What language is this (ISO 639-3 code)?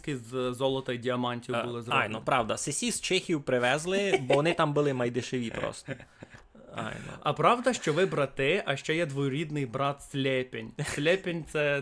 rue